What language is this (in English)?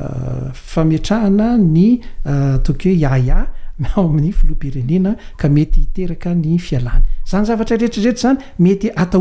Malagasy